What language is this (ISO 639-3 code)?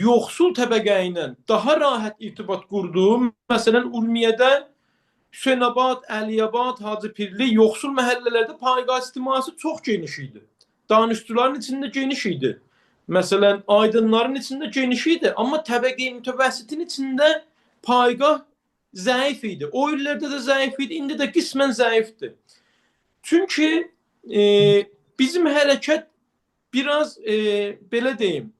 aze